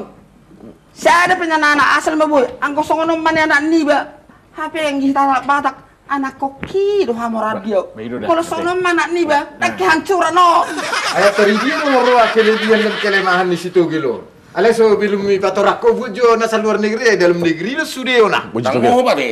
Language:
Batak Toba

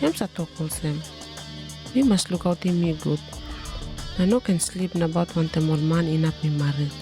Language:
Tok Pisin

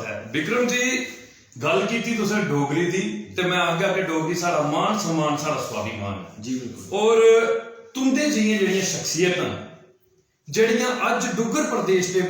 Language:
Dogri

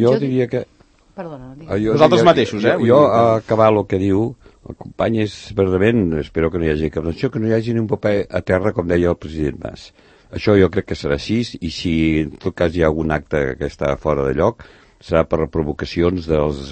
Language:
Catalan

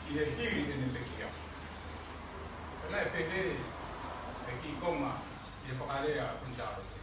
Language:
Tongan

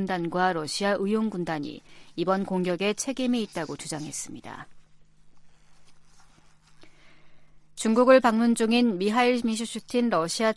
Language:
Korean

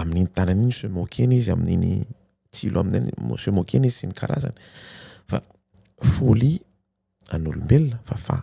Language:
Malagasy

